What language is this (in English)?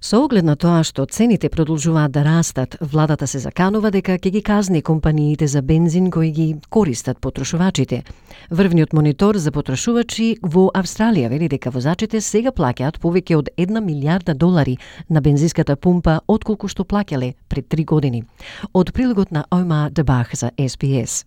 Macedonian